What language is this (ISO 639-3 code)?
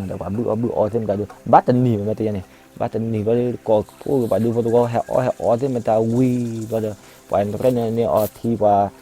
ksw